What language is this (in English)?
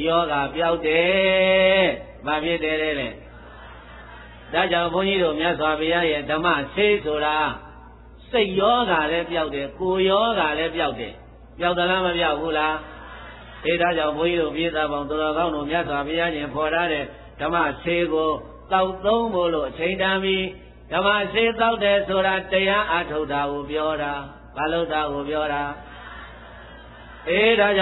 Burmese